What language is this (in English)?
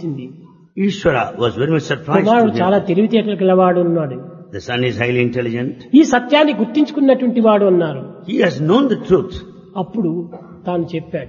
Telugu